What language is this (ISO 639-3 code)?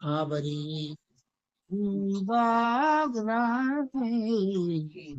bgp